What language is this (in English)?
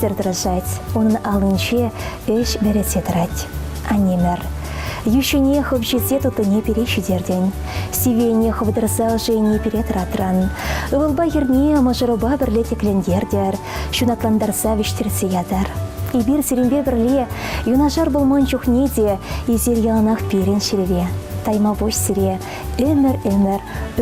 Chuvash